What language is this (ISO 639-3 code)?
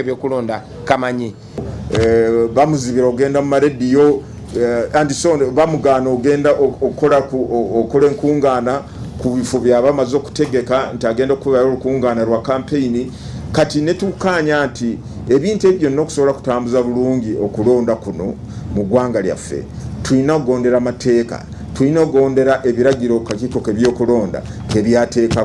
lug